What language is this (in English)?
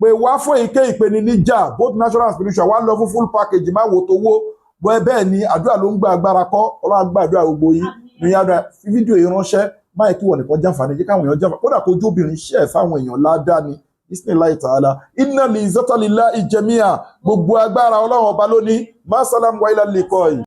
Yoruba